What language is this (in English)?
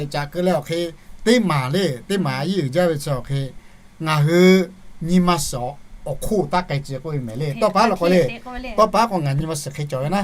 Lahu